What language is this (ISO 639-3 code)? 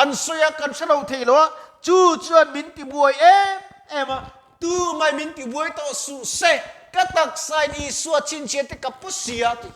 lus